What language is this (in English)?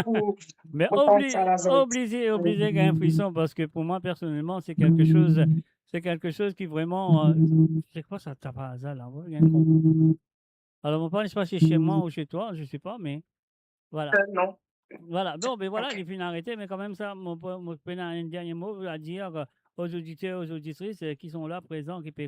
Morisyen